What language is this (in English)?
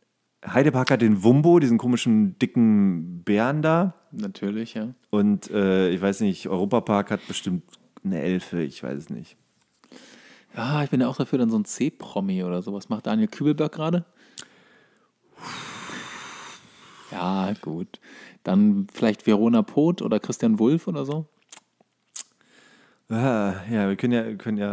German